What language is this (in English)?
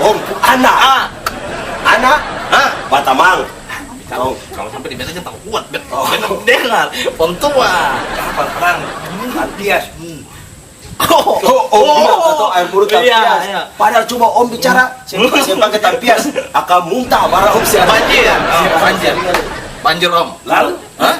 Ambonese Malay